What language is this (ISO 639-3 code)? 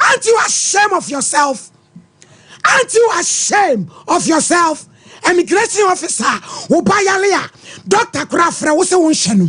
aka